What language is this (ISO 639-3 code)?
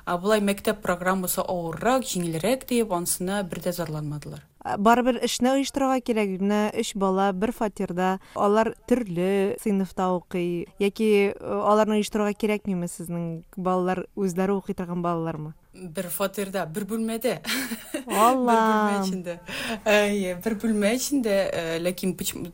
tat